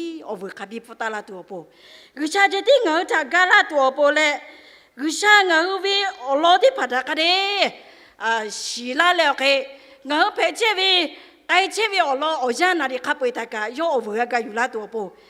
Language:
Lahu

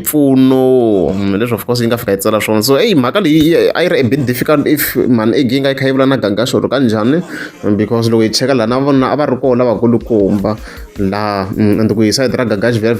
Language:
Tsonga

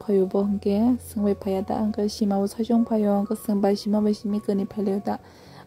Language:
Kok Borok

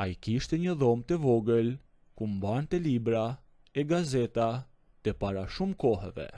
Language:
Albanian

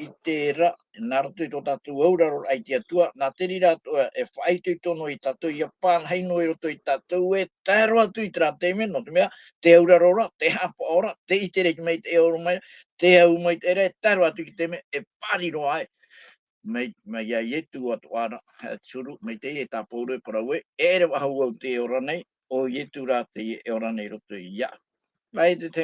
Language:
Tahitian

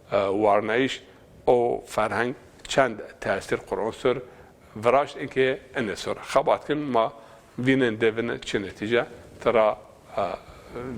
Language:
Zaza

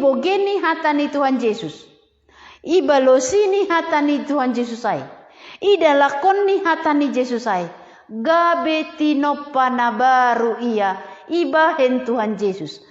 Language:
Batak Simalungun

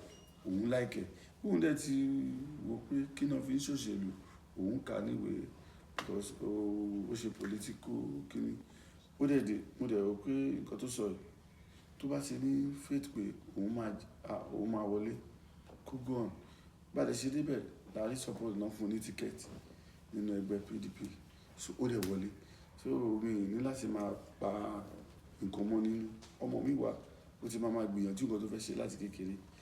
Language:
Yoruba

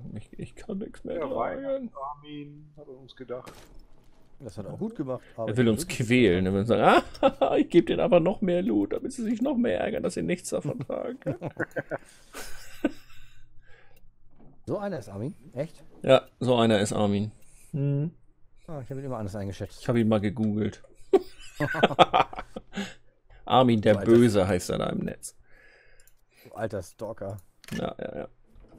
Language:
German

